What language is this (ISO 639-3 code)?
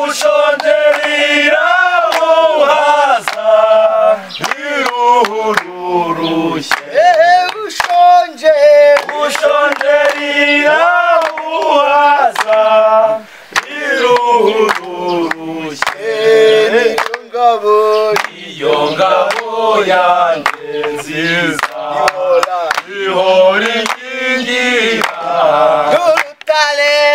kin